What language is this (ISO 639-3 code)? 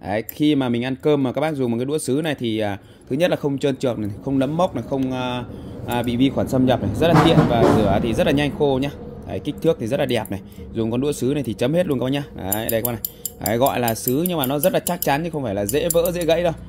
vie